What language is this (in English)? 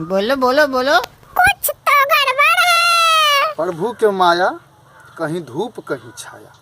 Maithili